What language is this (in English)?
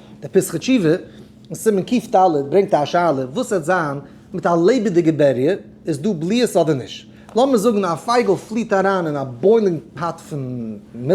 Yiddish